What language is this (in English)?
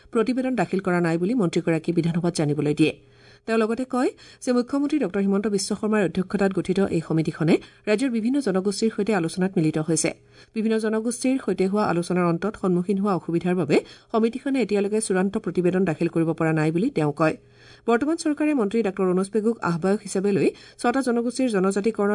Assamese